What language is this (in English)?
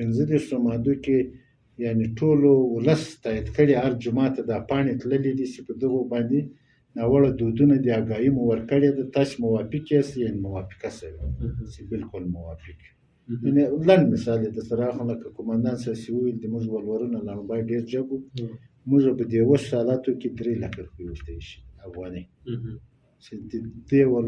Pashto